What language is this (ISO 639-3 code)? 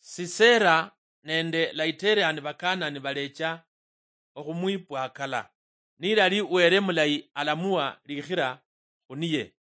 luy